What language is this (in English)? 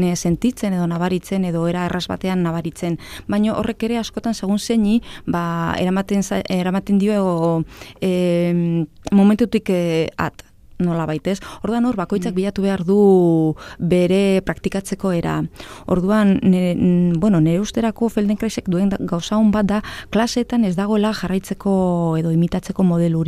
Basque